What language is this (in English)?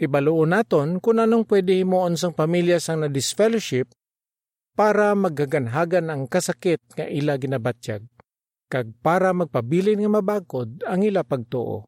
Hiligaynon